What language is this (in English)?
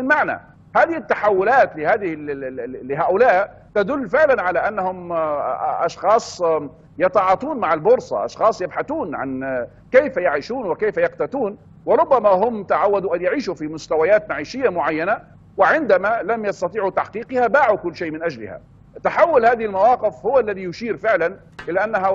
Arabic